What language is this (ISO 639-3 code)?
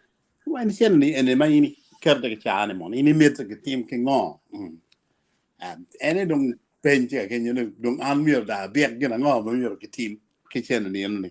ach